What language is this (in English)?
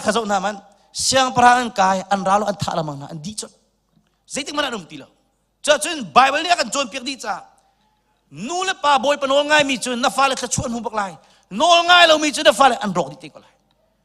Hakha Chin